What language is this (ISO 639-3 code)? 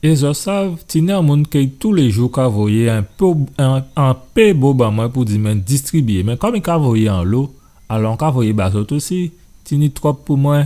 gcf